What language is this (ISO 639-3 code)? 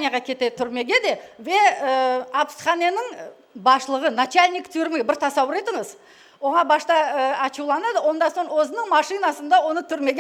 crh